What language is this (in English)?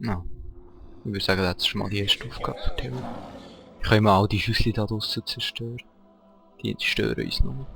Swiss German